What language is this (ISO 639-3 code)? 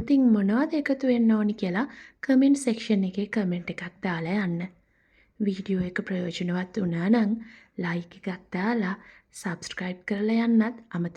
sin